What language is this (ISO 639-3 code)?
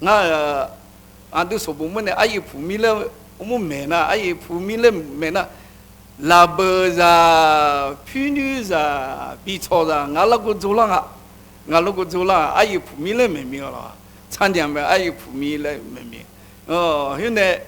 ahk